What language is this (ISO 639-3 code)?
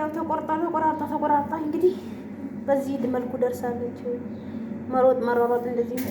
amh